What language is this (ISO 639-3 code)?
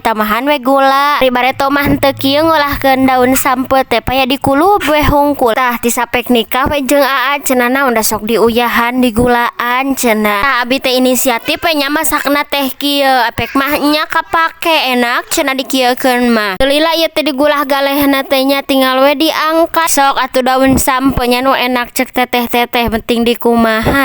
sun